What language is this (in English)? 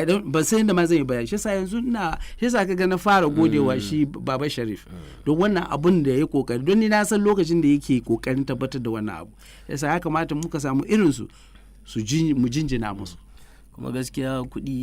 Hausa